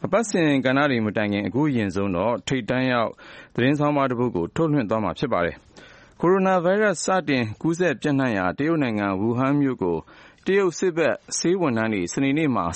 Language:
Burmese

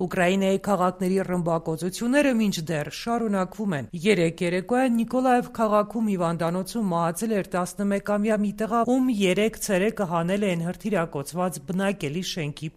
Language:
Armenian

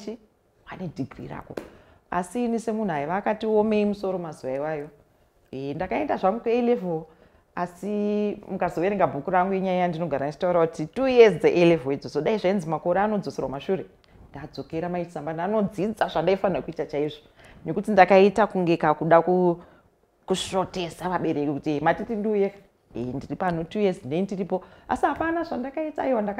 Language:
Shona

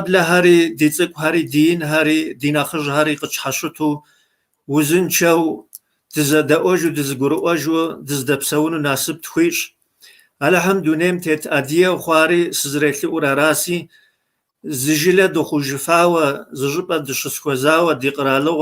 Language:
Kabardian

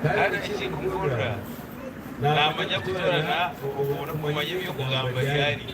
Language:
Nyankole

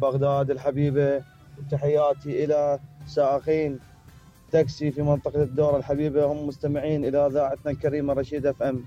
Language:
Mesopotamian Arabic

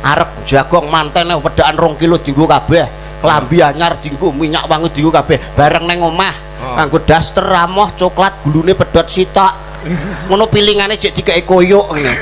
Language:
Javanese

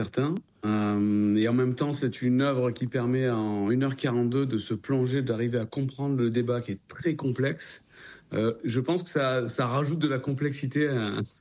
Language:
French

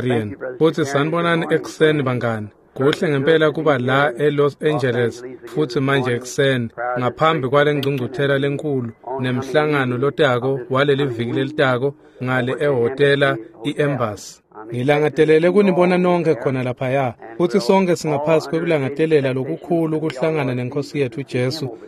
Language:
Swati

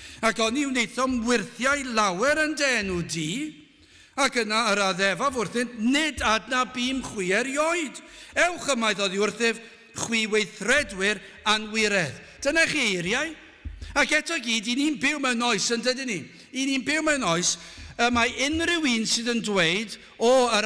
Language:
Welsh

